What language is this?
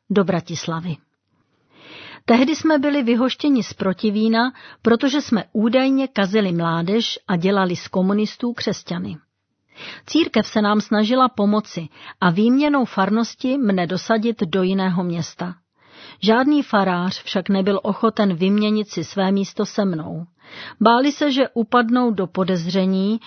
Czech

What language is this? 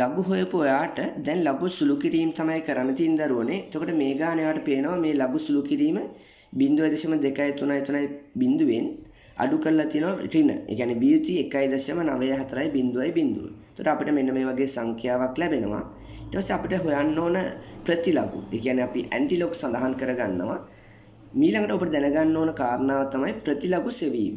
Sinhala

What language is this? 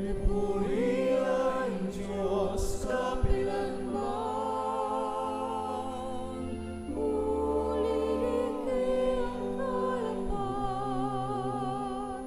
Pampanga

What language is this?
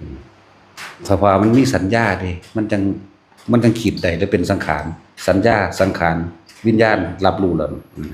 Northeastern Thai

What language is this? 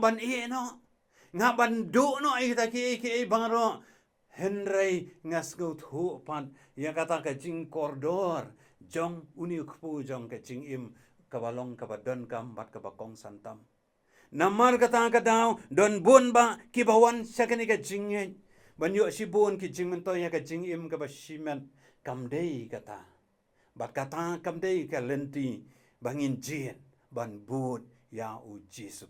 Khasi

